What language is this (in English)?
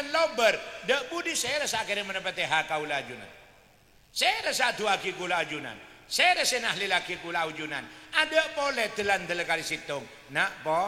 Madurese